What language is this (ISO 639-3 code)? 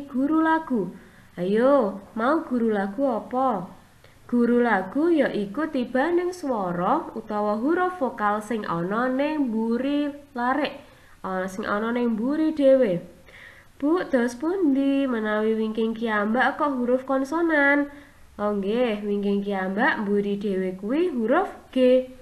jav